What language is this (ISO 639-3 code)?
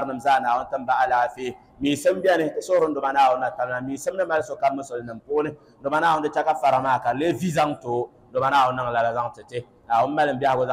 dag